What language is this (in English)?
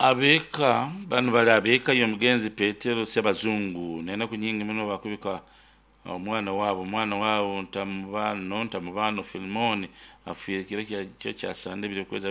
Nyankole